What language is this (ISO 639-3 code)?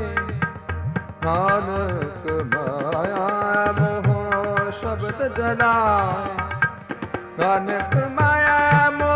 pan